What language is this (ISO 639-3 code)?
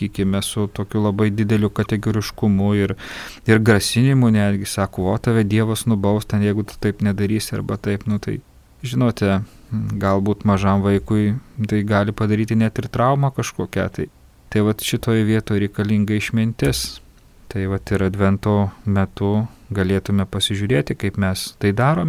lit